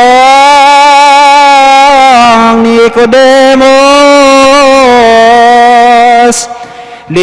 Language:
Pampanga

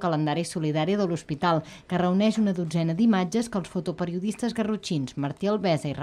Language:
Catalan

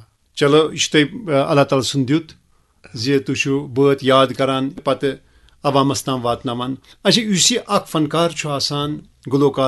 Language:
Kashmiri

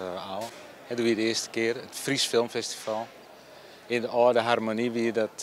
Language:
Western Frisian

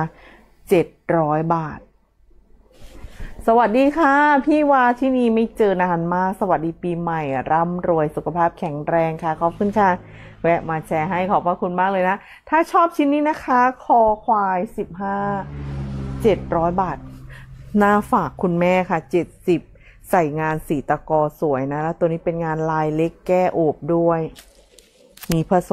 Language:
Thai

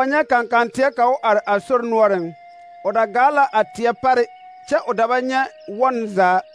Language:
Southern Dagaare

